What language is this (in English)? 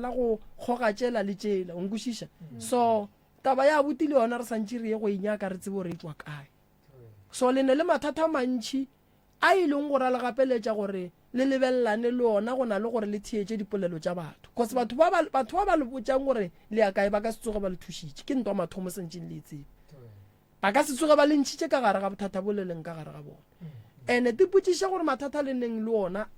Northern Sotho